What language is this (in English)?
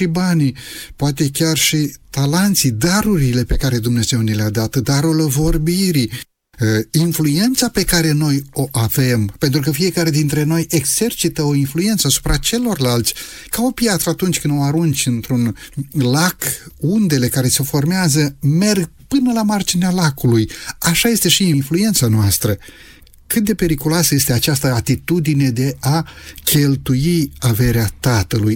Romanian